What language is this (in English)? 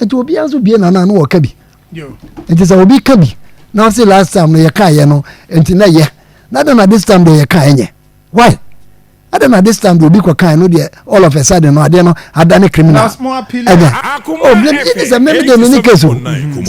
Akan